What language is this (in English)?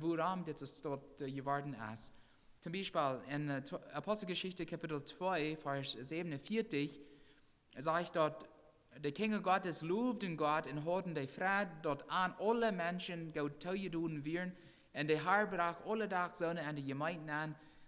Plautdietsch